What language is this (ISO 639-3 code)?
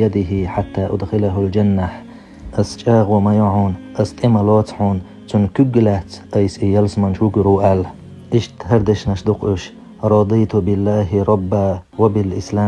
che